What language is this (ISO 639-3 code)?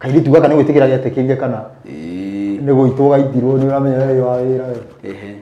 kik